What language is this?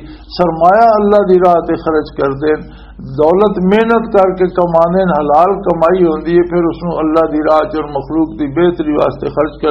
Western Panjabi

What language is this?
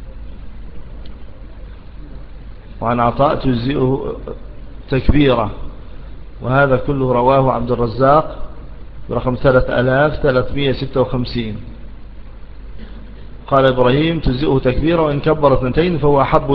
Arabic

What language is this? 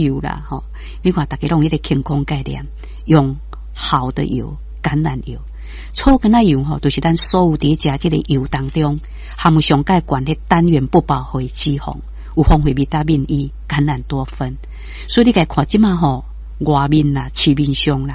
Min Nan Chinese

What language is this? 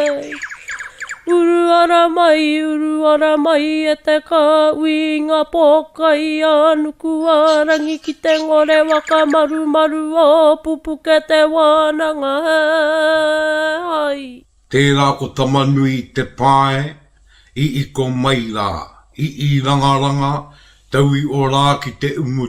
Māori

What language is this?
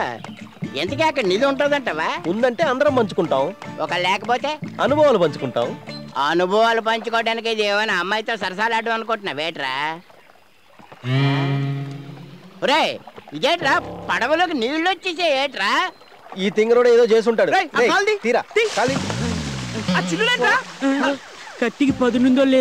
Telugu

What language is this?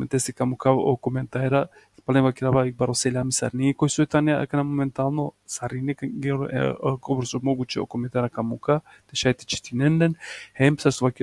Balkan Romani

